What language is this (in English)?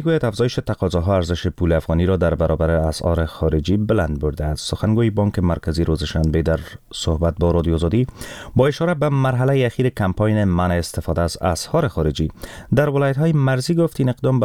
Persian